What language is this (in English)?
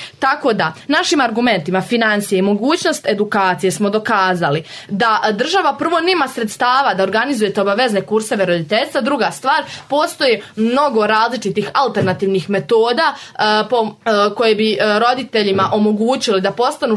Serbian